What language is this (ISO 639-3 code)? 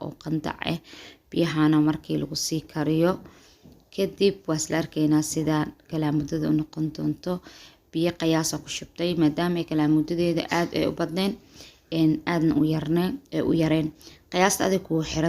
som